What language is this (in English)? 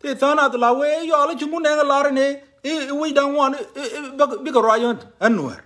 Nuer